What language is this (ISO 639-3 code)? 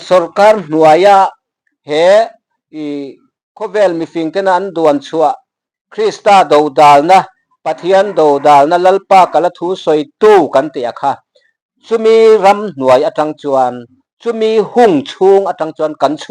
lus